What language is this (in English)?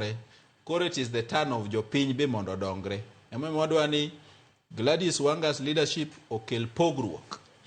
Luo (Kenya and Tanzania)